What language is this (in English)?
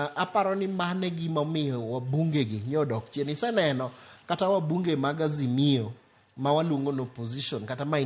Luo (Kenya and Tanzania)